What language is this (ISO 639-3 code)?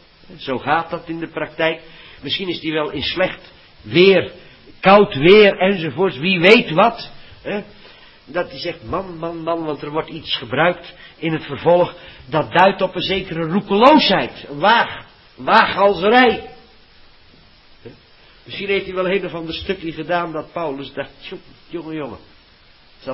nld